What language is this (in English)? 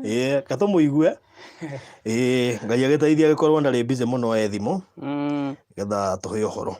Kikuyu